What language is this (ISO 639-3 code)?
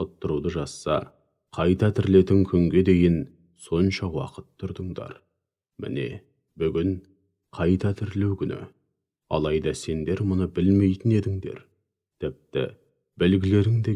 kaz